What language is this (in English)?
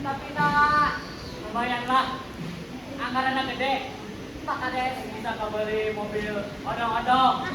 Sundanese